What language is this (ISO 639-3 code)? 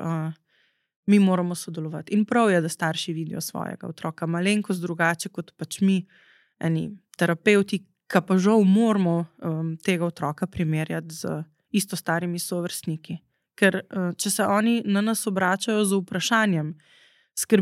slv